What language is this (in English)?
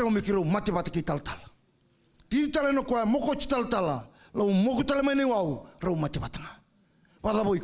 Fijian